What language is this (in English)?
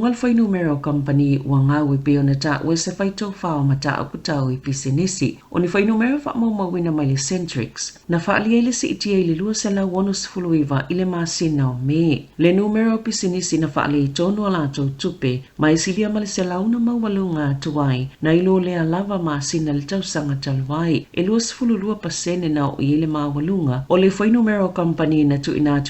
Samoan